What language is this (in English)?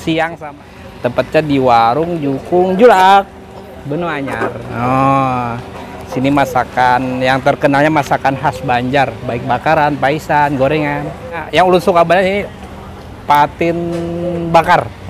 Banjar